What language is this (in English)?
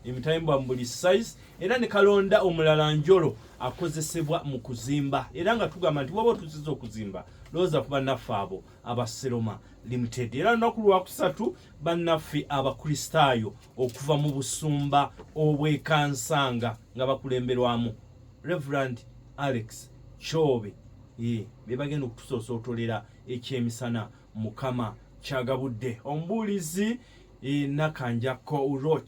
Ganda